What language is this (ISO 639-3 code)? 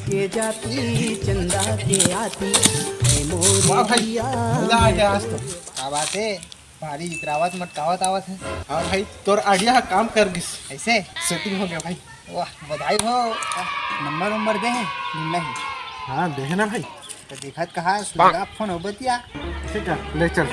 hne